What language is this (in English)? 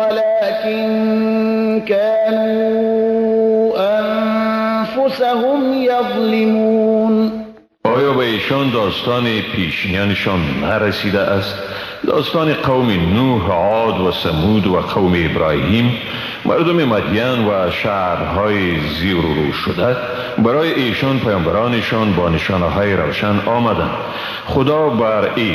Persian